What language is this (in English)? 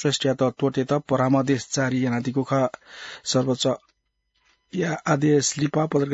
Newari